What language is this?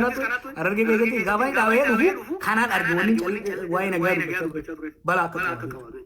Oromo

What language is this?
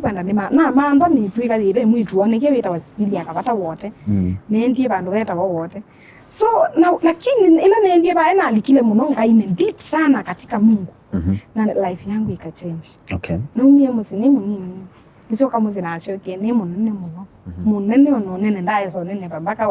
Kamba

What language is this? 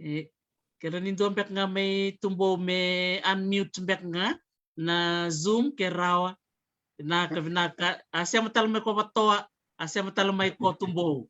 Fijian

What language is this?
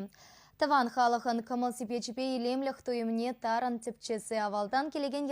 Chuvash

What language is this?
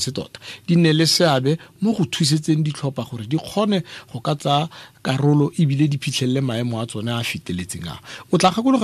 Tswana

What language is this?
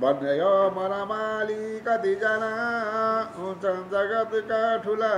Nepali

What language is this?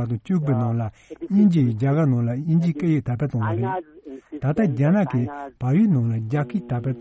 Tibetan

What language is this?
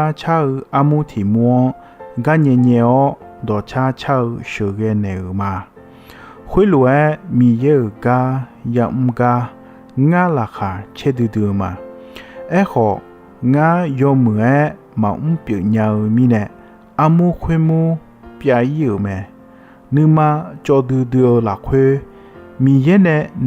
Akha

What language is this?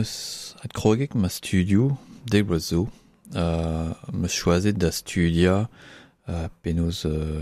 Breton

